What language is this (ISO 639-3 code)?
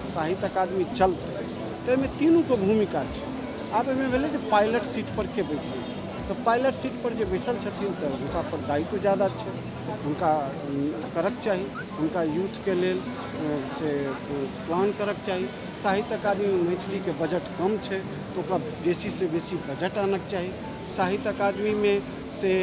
mai